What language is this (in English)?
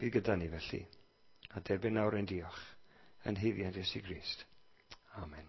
Welsh